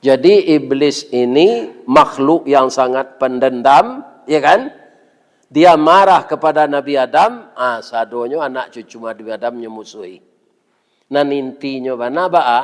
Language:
Minangkabau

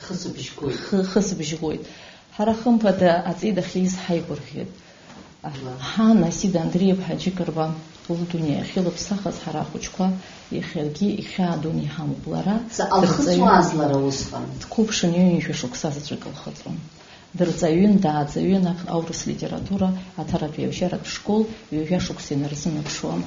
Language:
Abkhazian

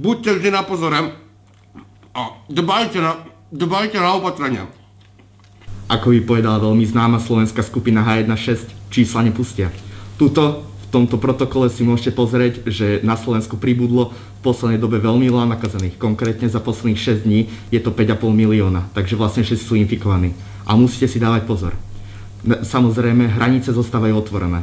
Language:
Slovak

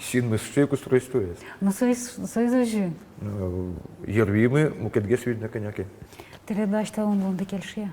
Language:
Udmurt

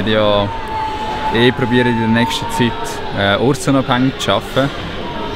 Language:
Swiss German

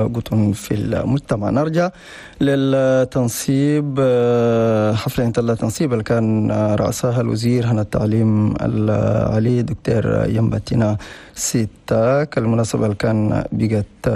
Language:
Chadian Arabic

